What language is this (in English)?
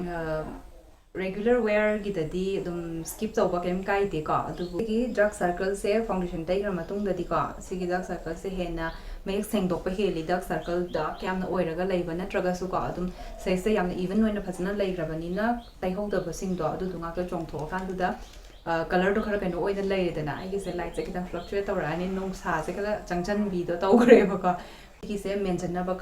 Manipuri